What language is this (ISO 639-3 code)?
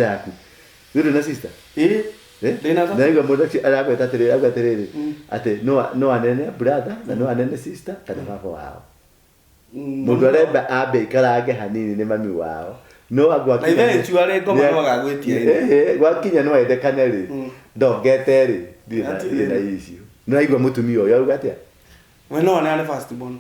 kik